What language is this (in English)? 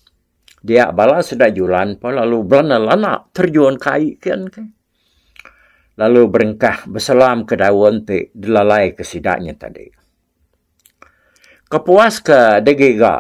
Iban